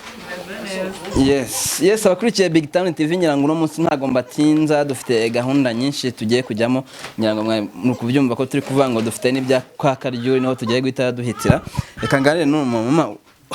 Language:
Kinyarwanda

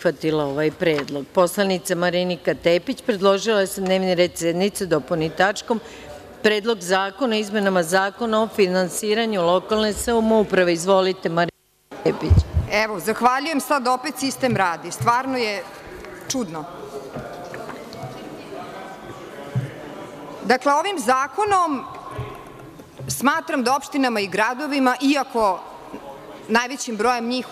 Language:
Serbian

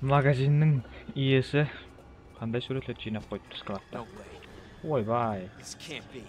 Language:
Kara-Kalpak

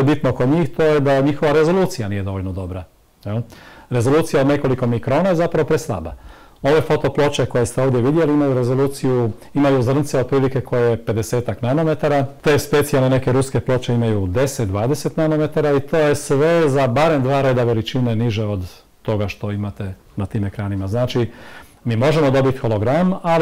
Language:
Croatian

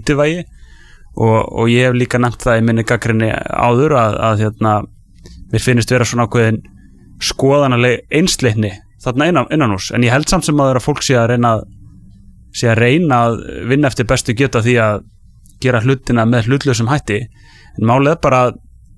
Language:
Icelandic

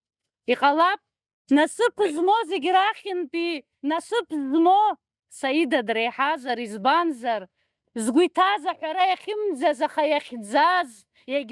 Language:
Abkhazian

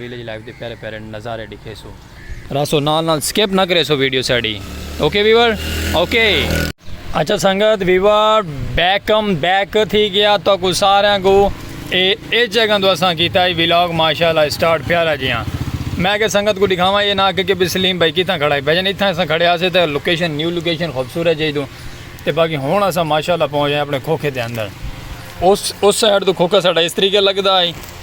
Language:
Saraiki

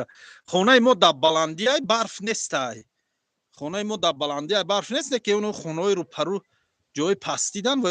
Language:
Tajik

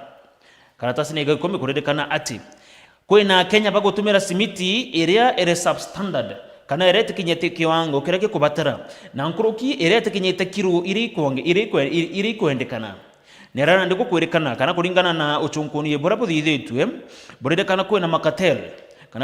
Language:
Meru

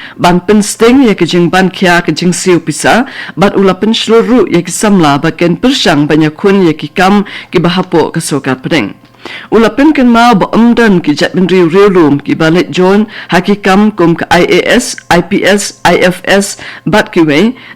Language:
Khasi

